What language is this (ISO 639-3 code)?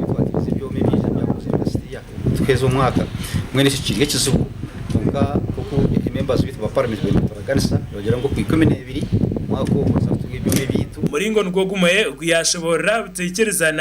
nyn